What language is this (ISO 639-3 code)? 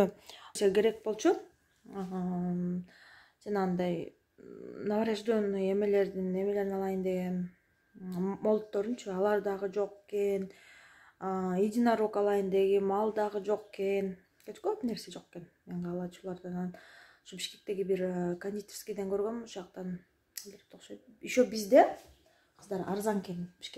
kir